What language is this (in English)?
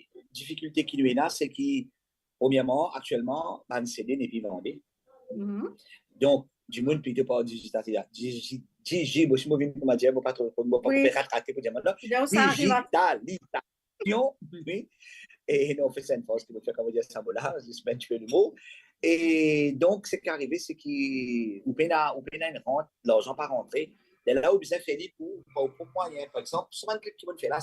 Morisyen